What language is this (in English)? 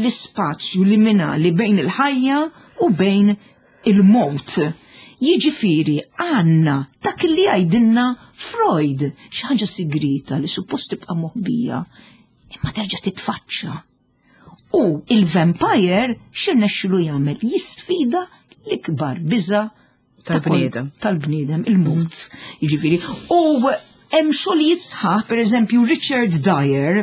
Maltese